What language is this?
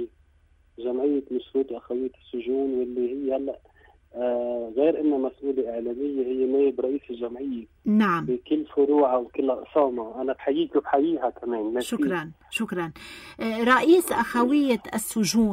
North Levantine Arabic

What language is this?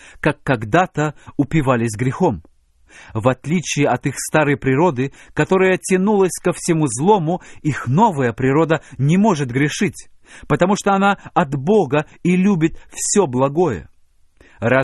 Russian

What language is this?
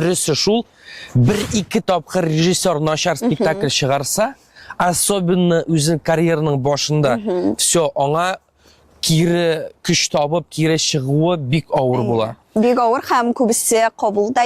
Tatar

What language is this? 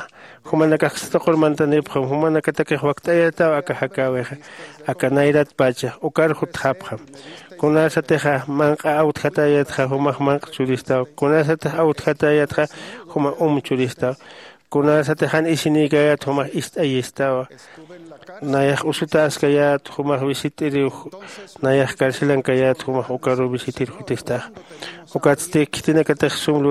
Aymara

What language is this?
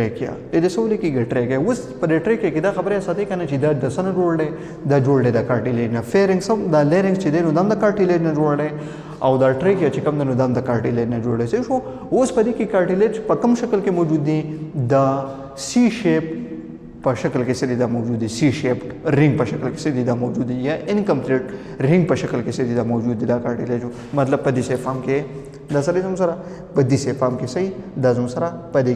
Pashto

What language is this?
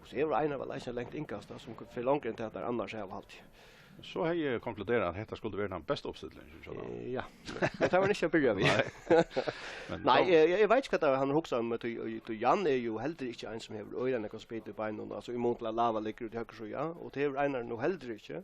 Faroese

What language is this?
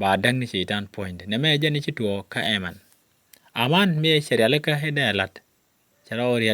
Nuer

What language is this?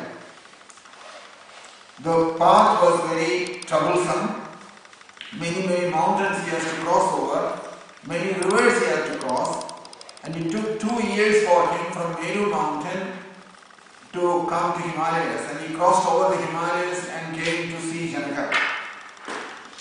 English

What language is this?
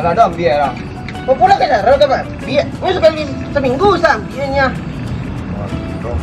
Minangkabau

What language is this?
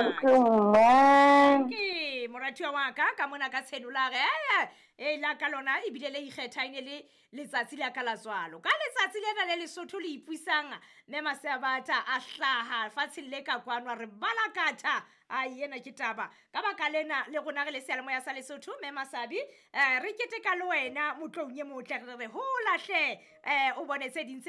Southern Sotho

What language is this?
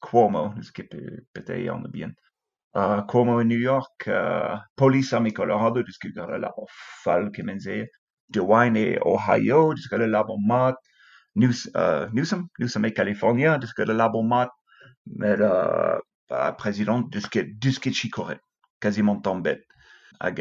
Breton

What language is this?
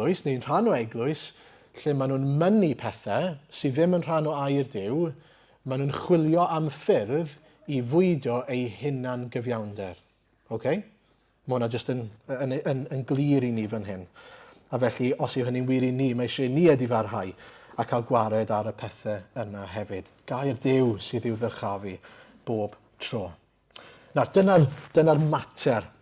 Welsh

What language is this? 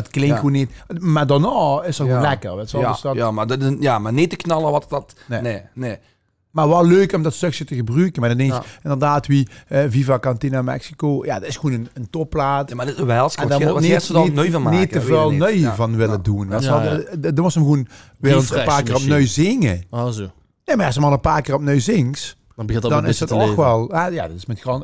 Limburgish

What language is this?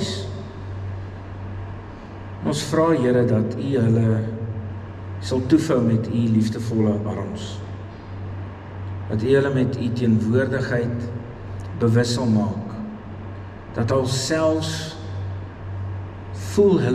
Afrikaans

